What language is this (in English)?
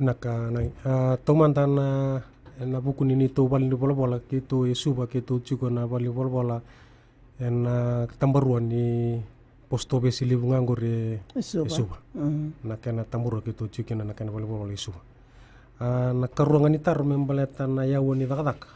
Fijian